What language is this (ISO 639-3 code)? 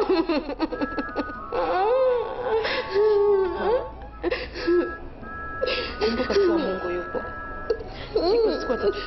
swa